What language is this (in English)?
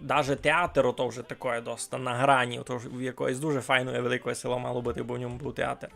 Rusyn